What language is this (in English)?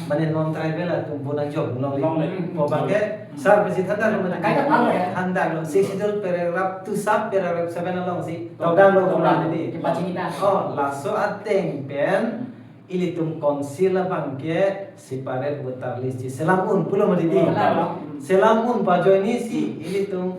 Karbi